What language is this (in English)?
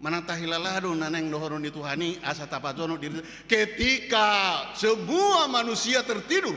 Batak Toba